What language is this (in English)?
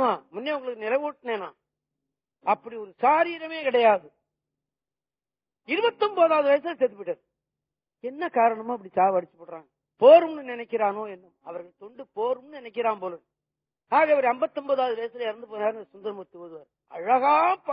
Tamil